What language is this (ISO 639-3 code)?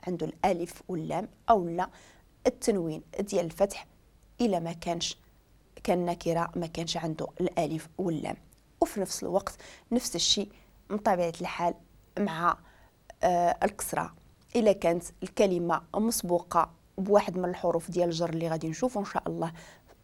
ary